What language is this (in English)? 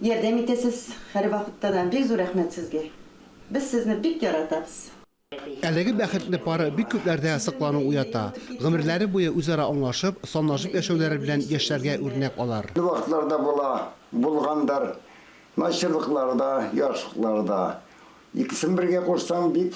Tatar